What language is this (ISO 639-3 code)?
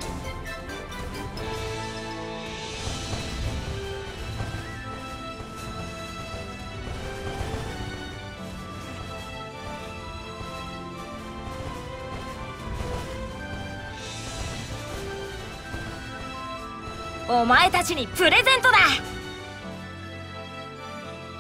jpn